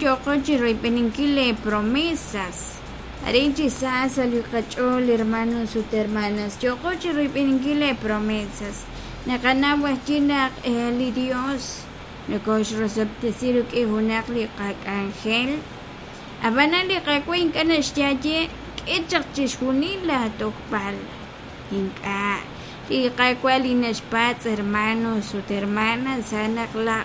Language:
Kekchí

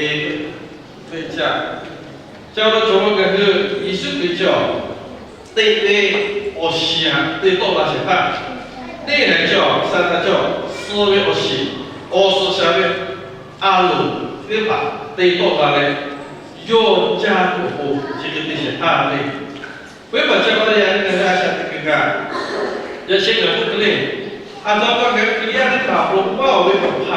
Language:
Lahu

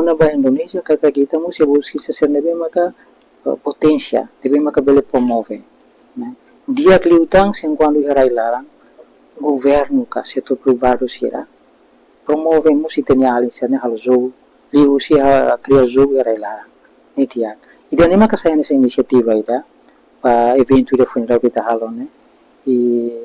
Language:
Tetum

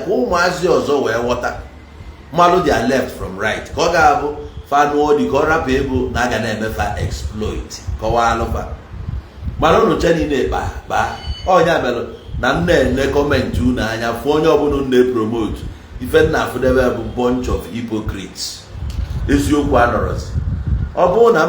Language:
Igbo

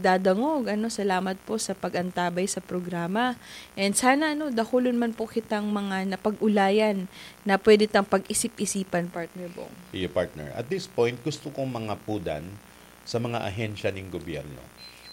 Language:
Bikol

